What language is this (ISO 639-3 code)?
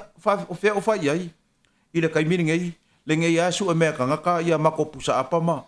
smo